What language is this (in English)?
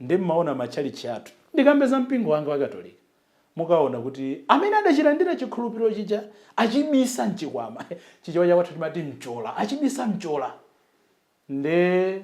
Nyanja